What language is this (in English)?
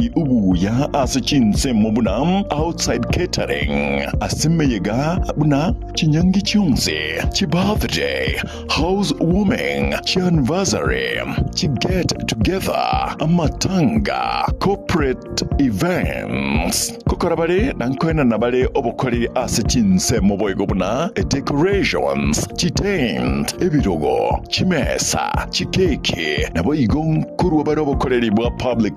Gusii